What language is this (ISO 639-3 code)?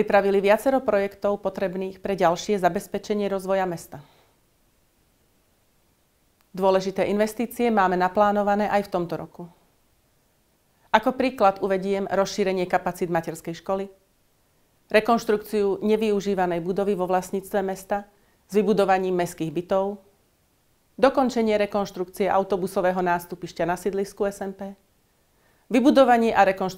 slk